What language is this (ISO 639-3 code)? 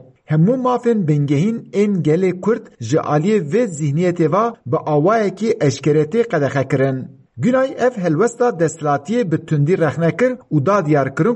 kur